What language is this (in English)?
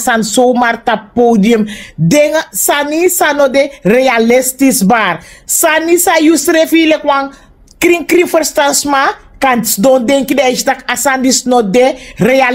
Sranan Tongo